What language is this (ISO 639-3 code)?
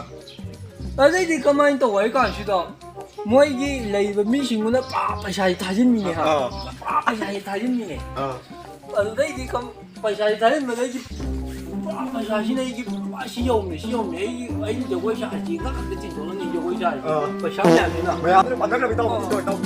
mni